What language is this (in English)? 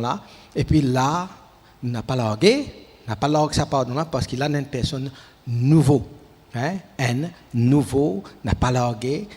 Morisyen